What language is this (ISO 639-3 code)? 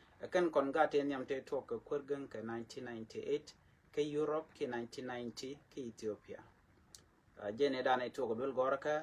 nus